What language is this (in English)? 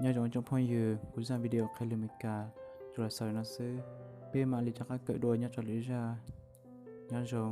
Hmong